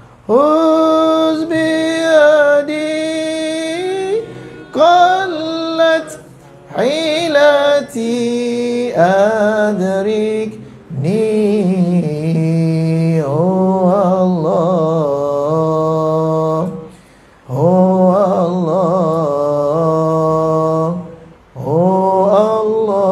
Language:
Malay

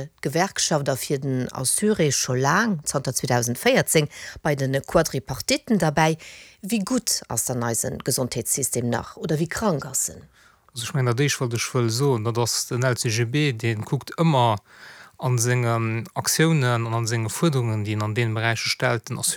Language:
Luxembourgish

